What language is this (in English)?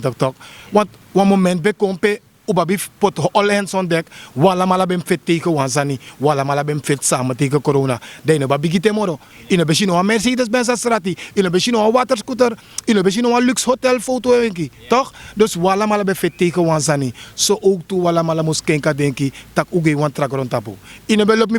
Sranan Tongo